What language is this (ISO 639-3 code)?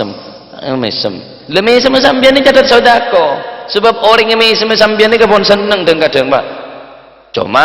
mad